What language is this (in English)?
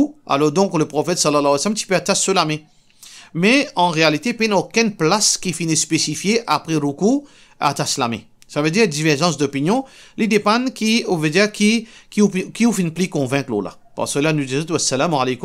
Morisyen